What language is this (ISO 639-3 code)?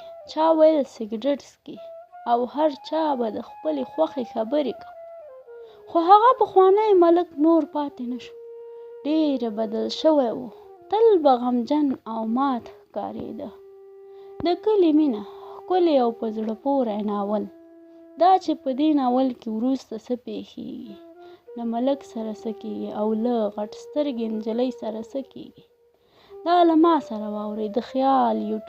pus